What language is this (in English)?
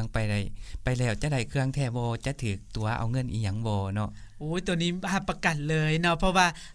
Lao